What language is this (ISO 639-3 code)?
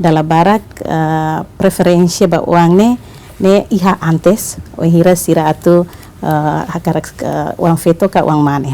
tet